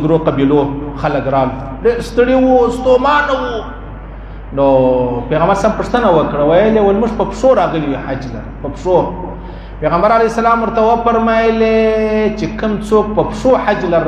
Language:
Pashto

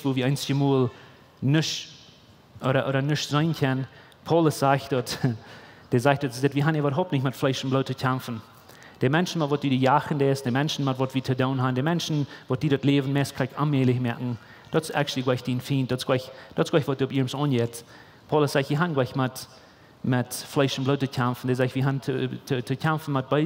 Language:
Plautdietsch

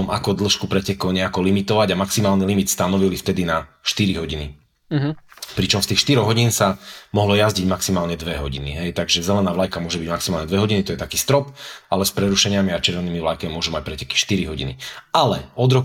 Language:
Slovak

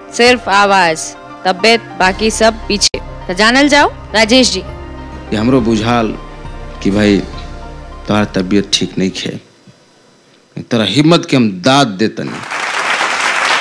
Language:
Bhojpuri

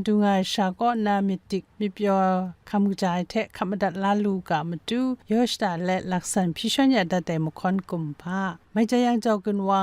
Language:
Kachin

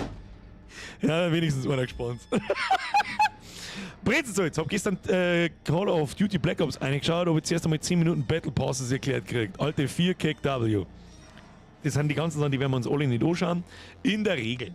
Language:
Bavarian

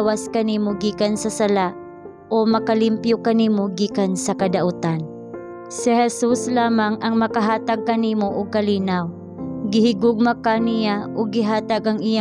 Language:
Cebuano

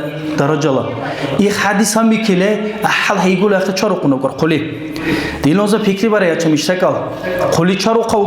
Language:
Dargwa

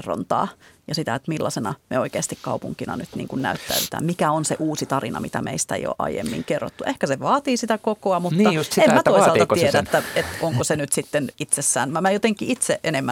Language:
Finnish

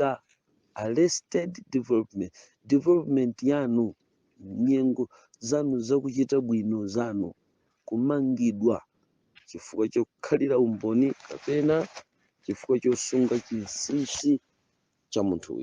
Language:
Nyanja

